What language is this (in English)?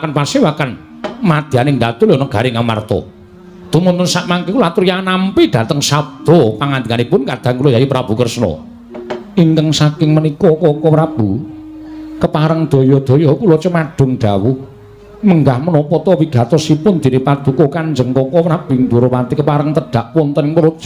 Javanese